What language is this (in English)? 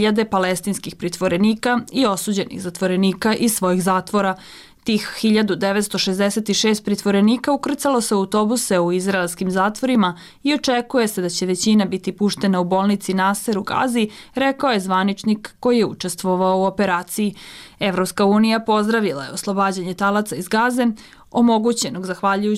Bosnian